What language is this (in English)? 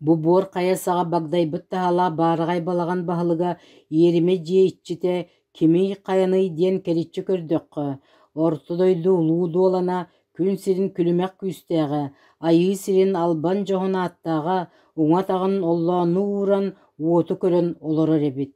Yakut